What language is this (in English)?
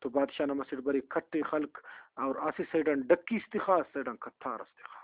Brahui